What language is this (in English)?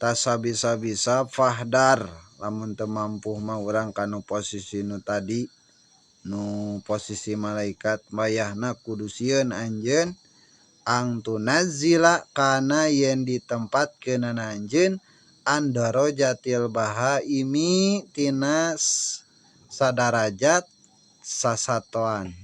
Sundanese